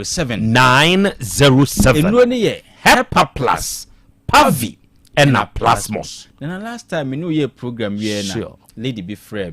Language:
Akan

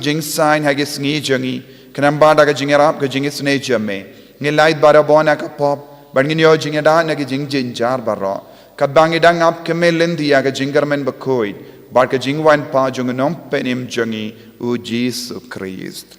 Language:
Khasi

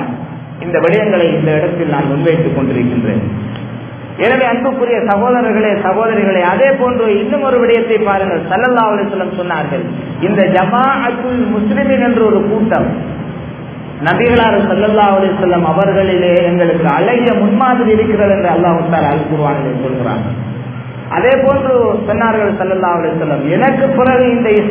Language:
Tamil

